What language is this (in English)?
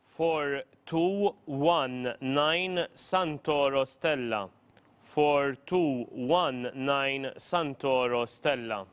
English